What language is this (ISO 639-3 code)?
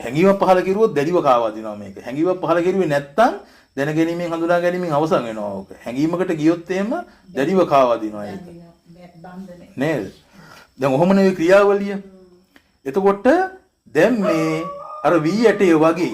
sin